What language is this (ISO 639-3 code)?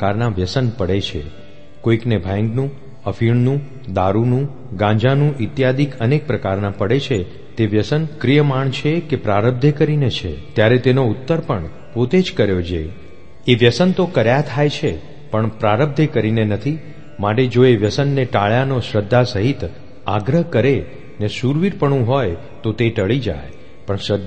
guj